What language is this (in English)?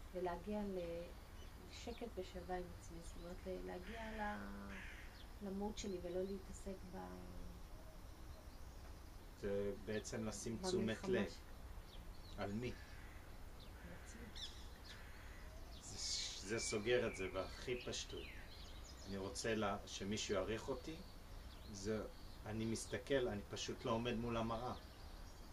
Hebrew